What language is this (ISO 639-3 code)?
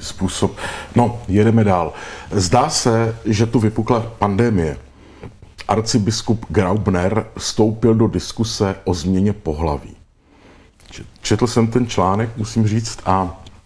ces